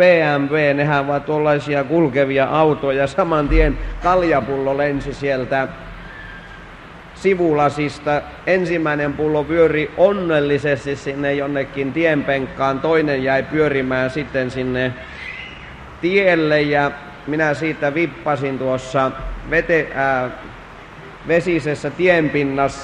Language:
Finnish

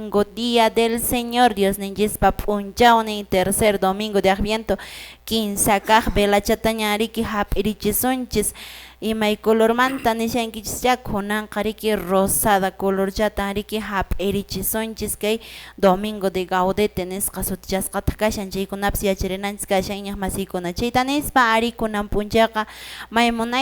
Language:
Quechua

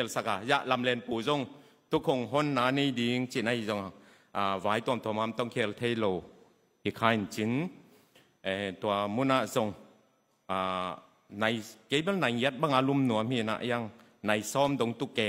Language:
Tedim Chin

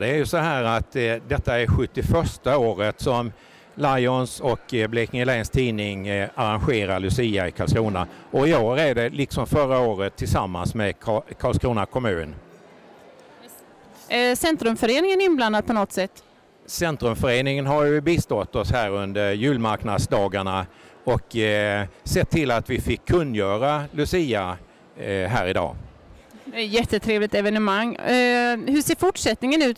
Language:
Swedish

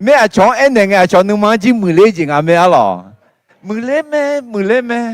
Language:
Akha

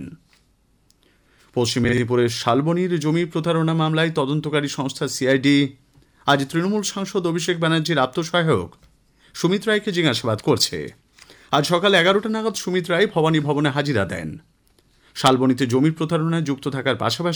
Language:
Bangla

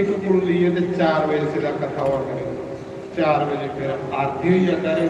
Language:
Dogri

